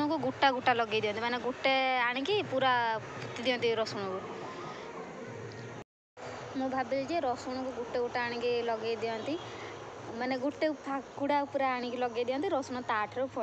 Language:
Odia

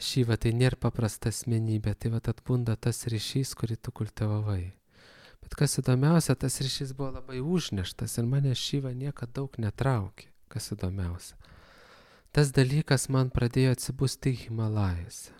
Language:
Lithuanian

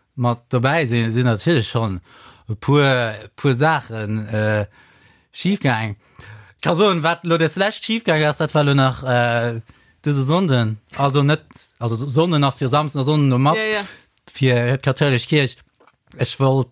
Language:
Luxembourgish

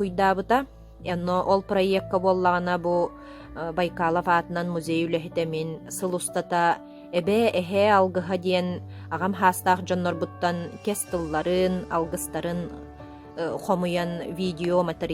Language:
Yakut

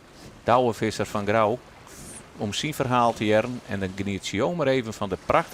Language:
Western Frisian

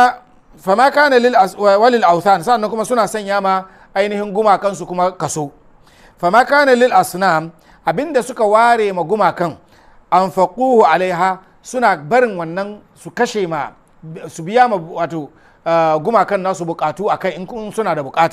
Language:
Hausa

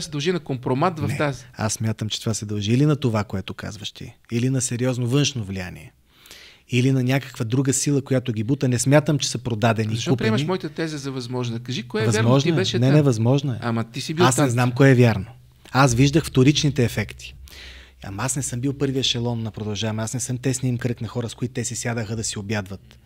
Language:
Bulgarian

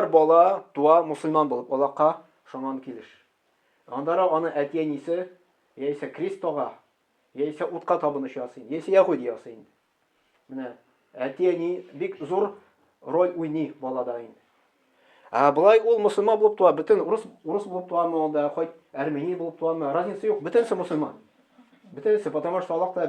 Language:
Tatar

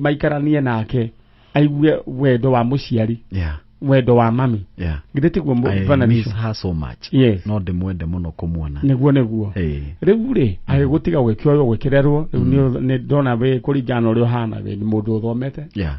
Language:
Kikuyu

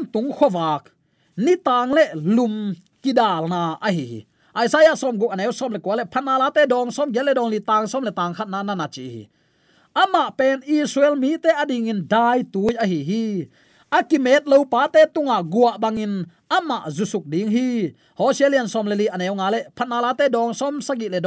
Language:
Tedim Chin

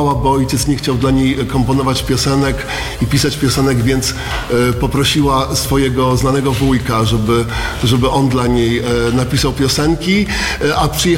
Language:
Polish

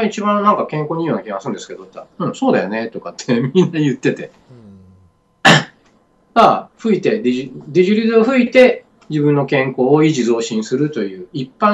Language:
Japanese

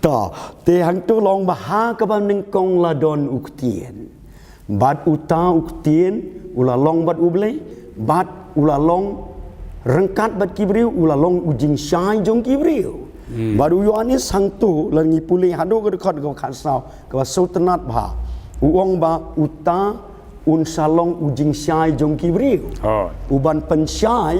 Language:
Khasi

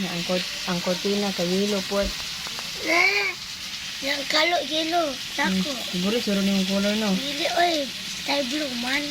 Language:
Cebuano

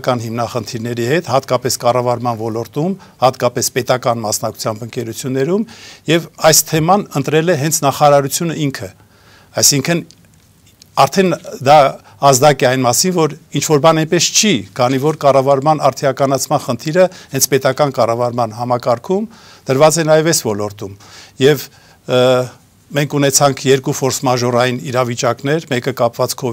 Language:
Armenian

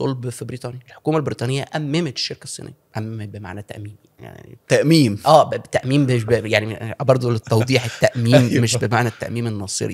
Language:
Egyptian Arabic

